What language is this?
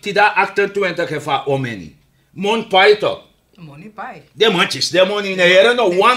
Sranan Tongo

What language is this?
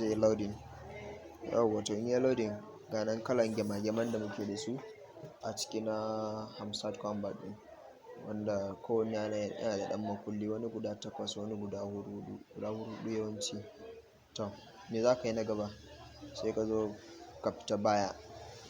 Hausa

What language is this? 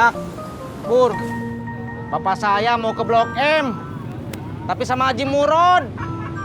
Betawi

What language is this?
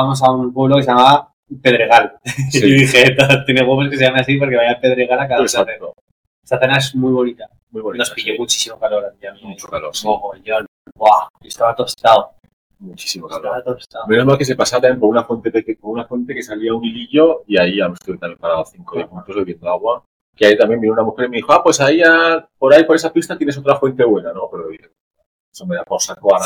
Spanish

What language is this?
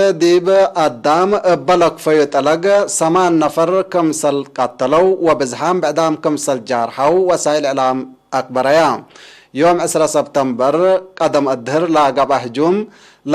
Tigre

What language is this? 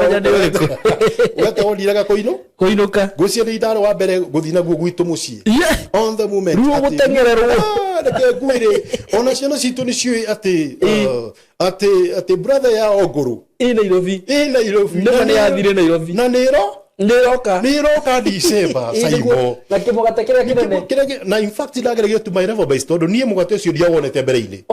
Kikuyu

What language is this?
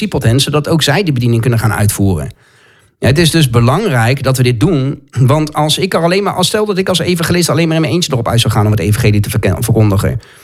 Dutch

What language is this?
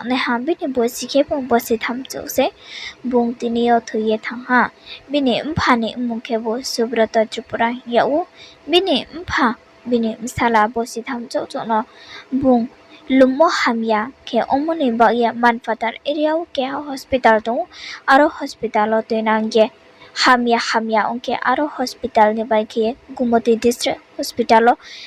Riang (India)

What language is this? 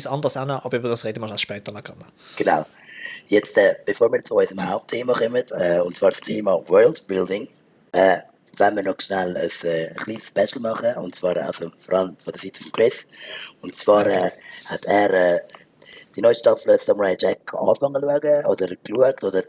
Swiss German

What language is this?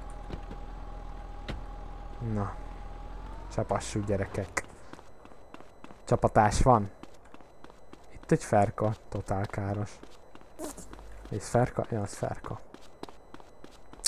Hungarian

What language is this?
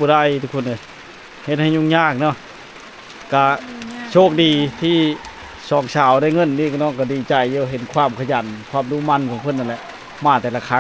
Lao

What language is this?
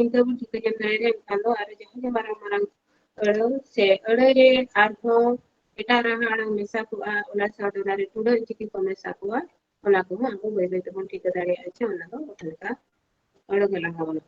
Santali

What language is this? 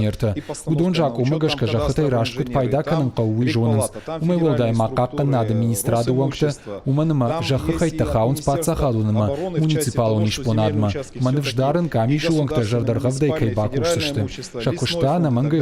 Ossetic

